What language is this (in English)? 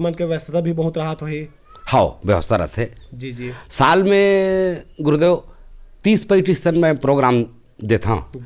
Chhattisgarhi